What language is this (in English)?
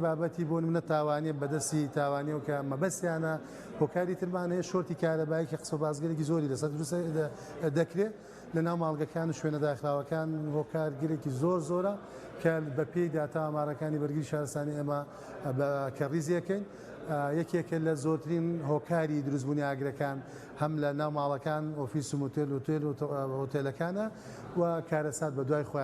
Central Kurdish